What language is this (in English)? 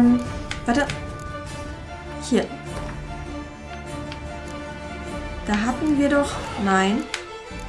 German